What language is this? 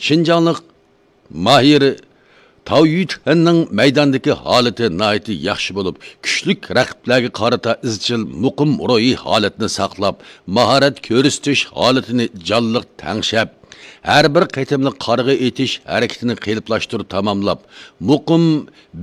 Uyghur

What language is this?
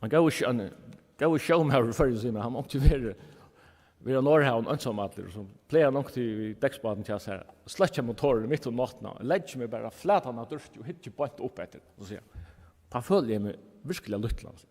Faroese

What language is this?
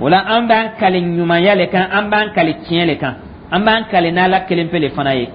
Dyula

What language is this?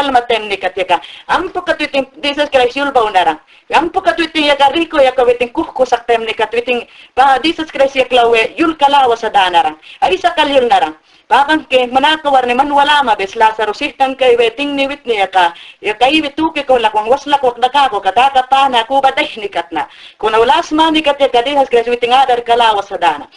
Mayangna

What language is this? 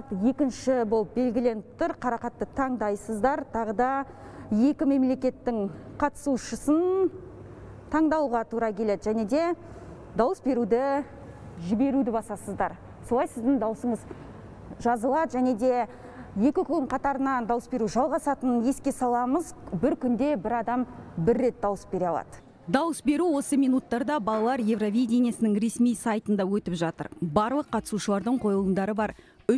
Kazakh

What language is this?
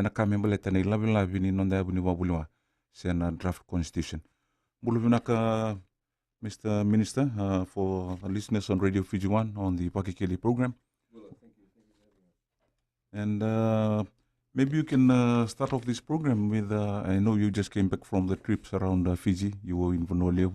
Fijian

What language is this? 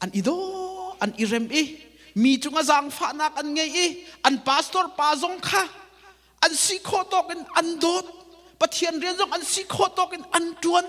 Hakha Chin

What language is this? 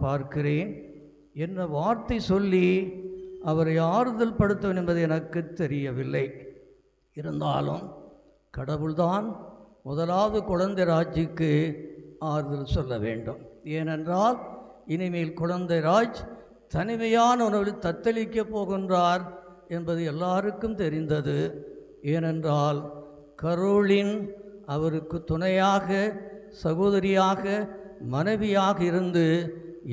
Tamil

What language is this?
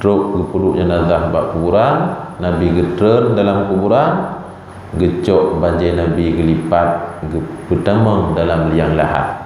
Achinese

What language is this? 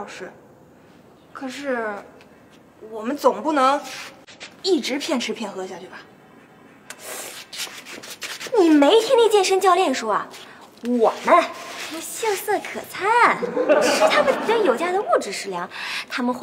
Chinese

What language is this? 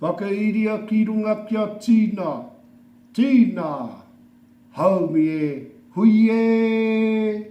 Māori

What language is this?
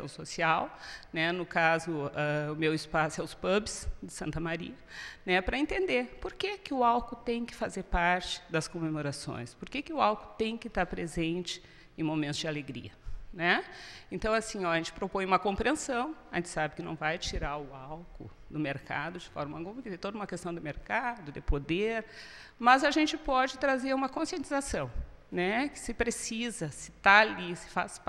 Portuguese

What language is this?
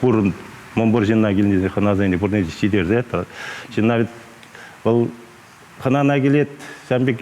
Chuvash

